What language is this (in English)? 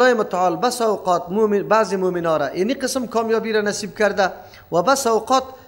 Persian